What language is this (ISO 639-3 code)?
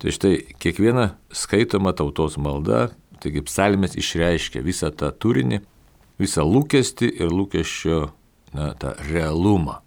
lit